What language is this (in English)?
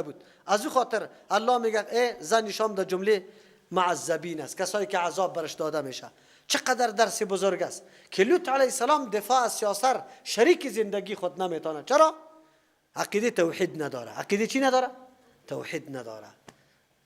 Persian